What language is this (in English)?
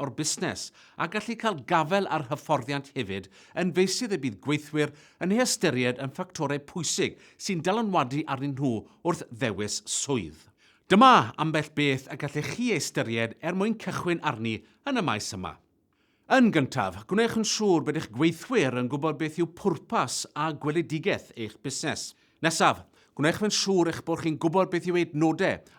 Welsh